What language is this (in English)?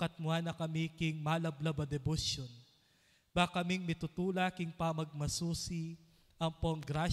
Pampanga